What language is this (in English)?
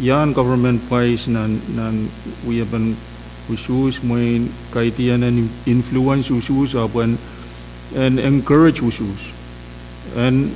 Pohnpeian